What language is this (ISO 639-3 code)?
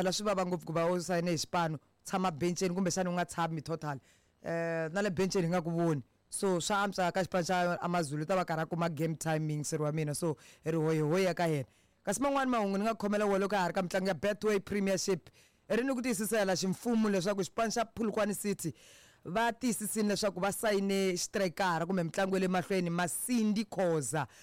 tso